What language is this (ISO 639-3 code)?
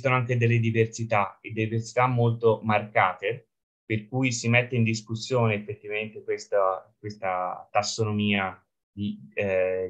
ita